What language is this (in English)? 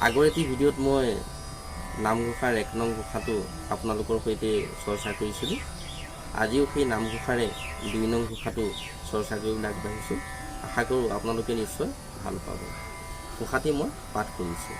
Assamese